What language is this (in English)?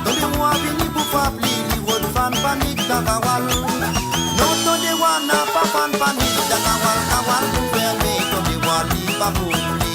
Morisyen